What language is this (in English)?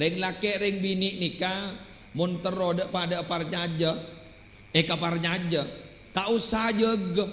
Madurese